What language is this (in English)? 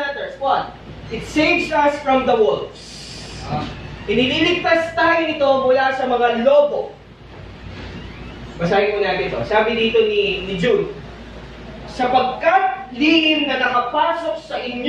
Filipino